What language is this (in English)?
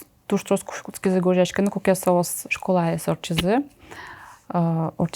Udmurt